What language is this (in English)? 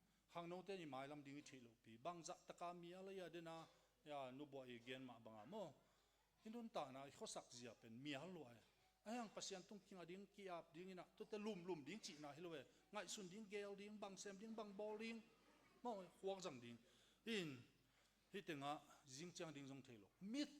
Tedim Chin